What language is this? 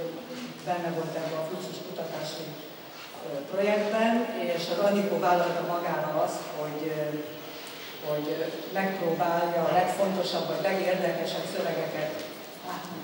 Hungarian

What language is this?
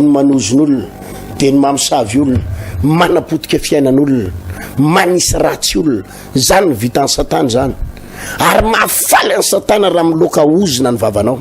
Malagasy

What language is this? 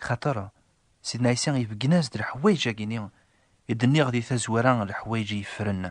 Kabyle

